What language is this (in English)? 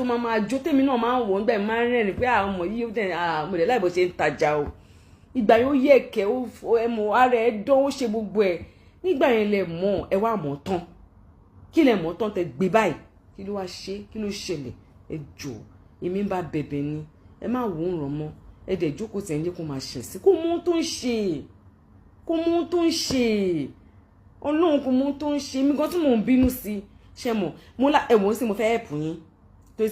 Yoruba